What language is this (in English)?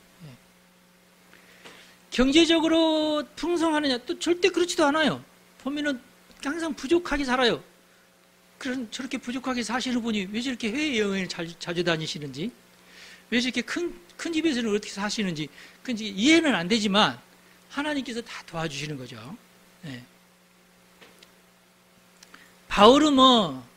Korean